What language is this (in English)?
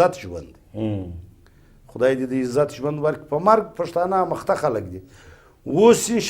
Pashto